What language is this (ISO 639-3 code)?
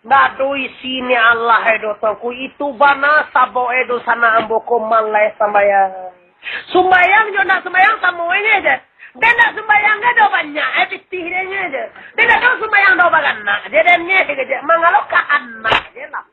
min